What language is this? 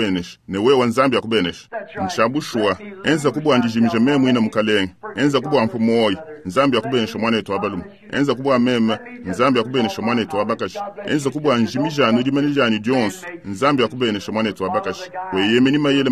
Luba-Lulua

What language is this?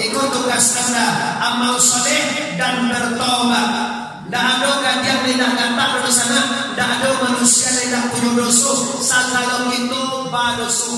Minangkabau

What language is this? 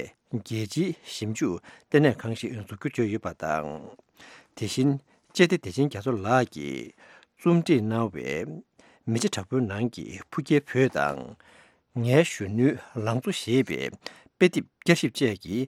Tibetan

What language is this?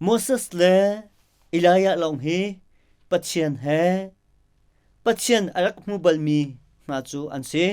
Hakha Chin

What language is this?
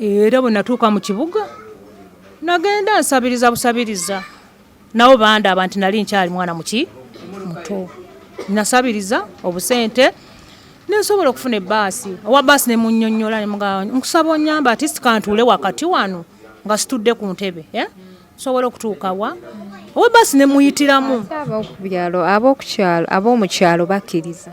Ganda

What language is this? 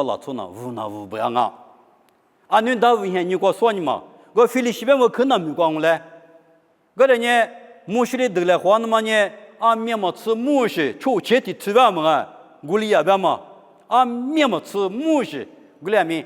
Lisu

